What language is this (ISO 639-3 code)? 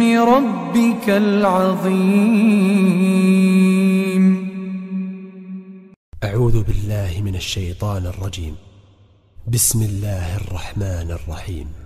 ara